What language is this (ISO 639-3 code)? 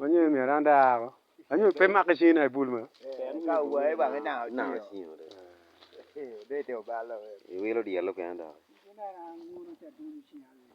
ach